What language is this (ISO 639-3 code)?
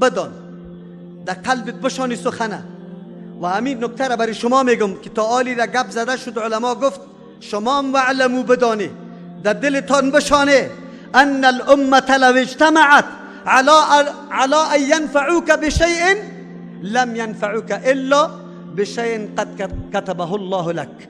fas